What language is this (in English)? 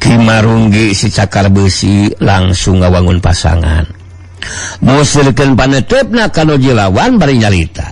Sundanese